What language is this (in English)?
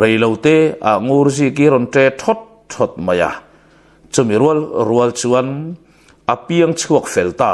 Mizo